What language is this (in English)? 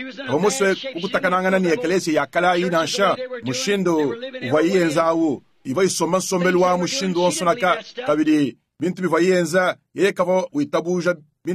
Luba-Lulua